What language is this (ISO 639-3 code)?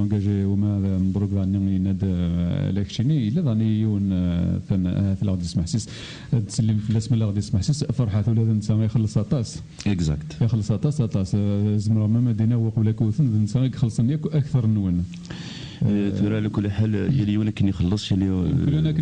kab